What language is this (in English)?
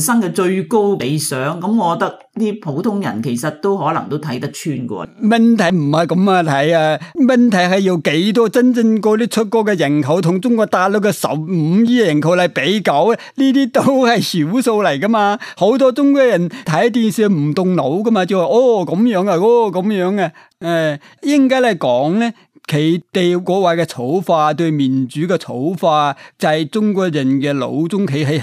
Cantonese